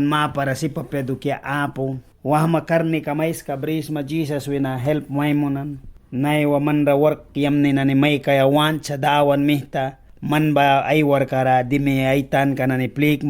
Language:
Mískito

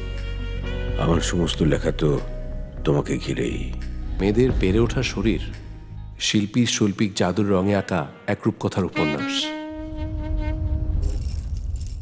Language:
Bangla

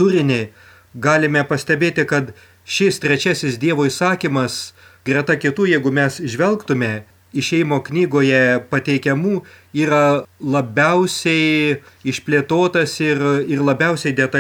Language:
Lithuanian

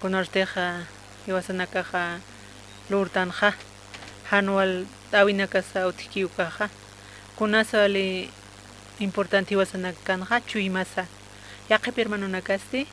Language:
Aymara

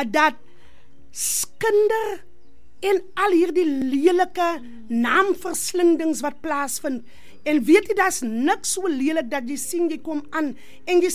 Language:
Afrikaans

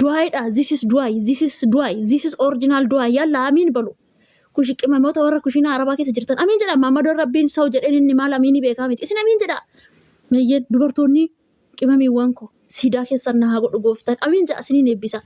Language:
Oromo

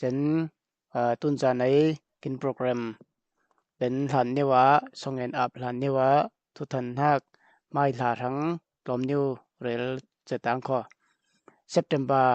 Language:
Falam Chin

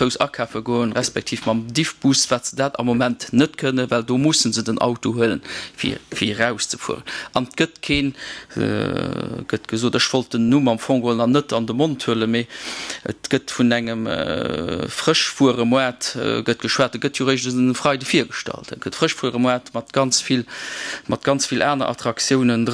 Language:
Luxembourgish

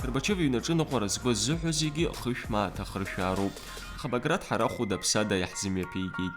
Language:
Abkhazian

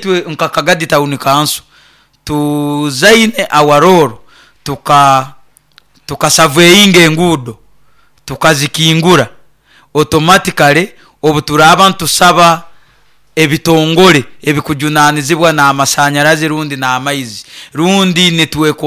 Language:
Nyoro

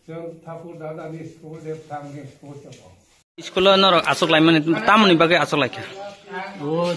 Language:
Kok Borok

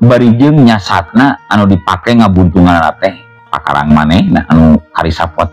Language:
Sundanese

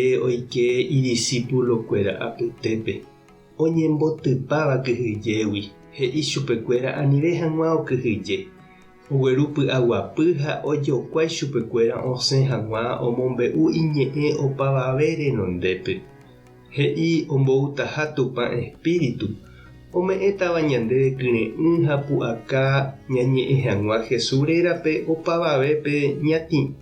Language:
Guarani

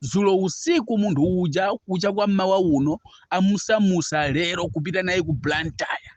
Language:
Nyanja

